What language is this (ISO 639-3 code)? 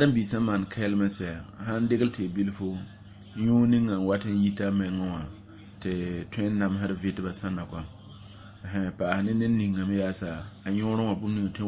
mos